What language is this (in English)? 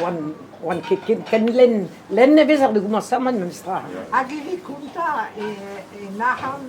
Breton